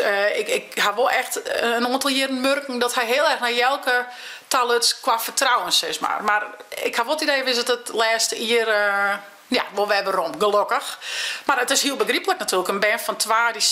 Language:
Western Frisian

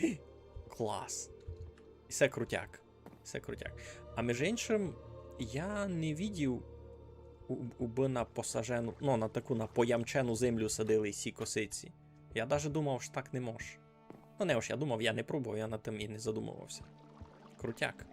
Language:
Rusyn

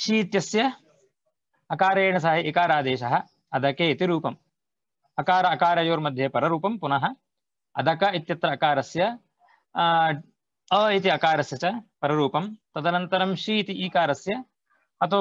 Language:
Sanskrit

